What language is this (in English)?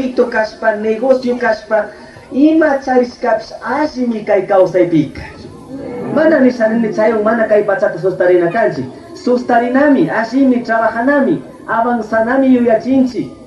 Chimborazo Highland Quichua